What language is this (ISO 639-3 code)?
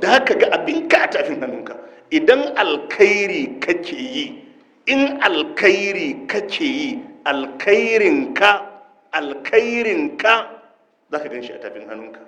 hau